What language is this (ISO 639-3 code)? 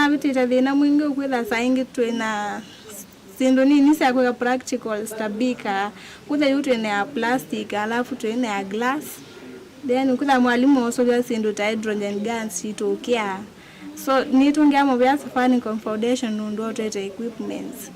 kam